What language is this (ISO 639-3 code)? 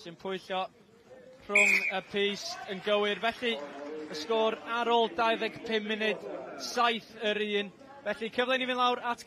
cym